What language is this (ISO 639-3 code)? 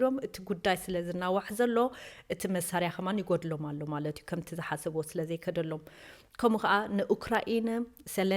tir